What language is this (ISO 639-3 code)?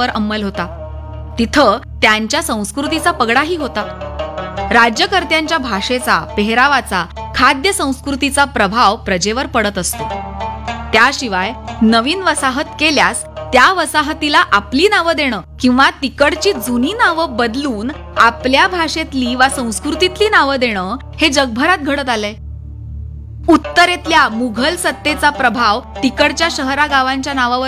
mar